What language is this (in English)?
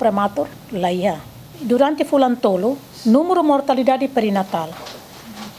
Tetum